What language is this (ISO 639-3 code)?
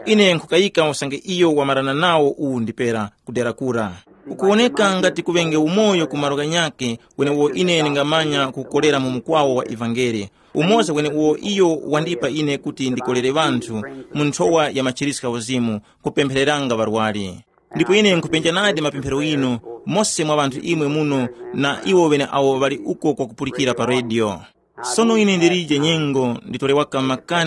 tum